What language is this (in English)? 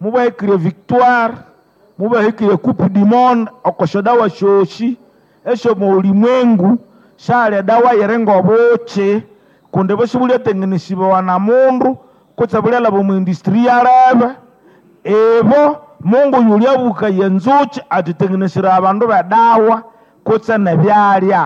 Nande